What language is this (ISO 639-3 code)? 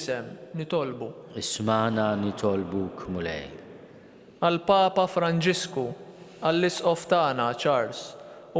mlt